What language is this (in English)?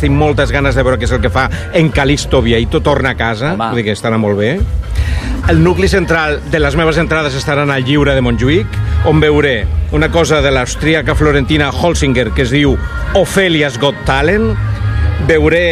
Catalan